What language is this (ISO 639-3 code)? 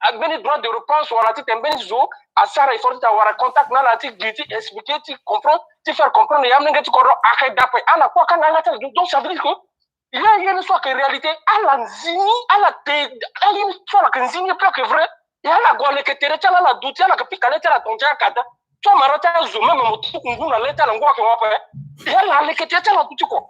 sag